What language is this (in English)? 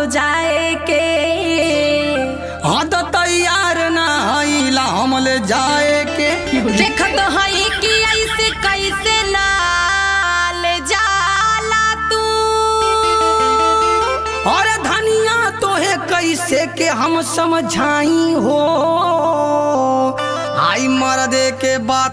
Bhojpuri